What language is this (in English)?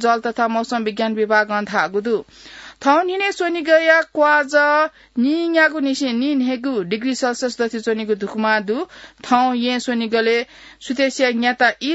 Newari